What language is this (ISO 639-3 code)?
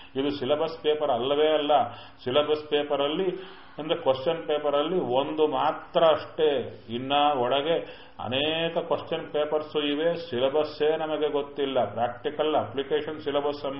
kan